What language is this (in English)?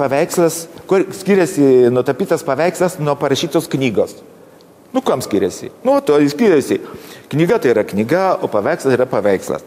Lithuanian